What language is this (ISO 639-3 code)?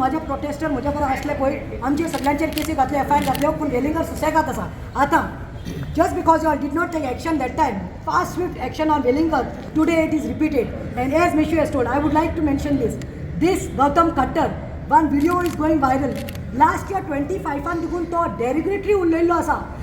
kok